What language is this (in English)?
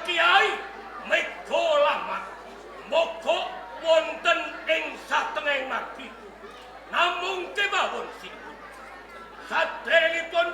Javanese